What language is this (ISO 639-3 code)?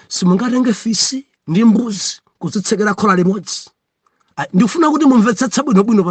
nya